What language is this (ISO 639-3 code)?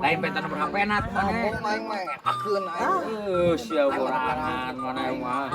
sun